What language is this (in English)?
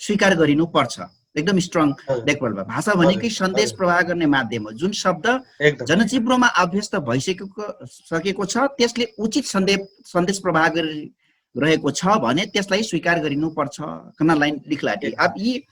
Dangaura Tharu